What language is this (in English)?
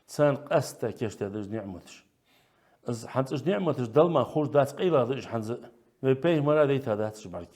Ingush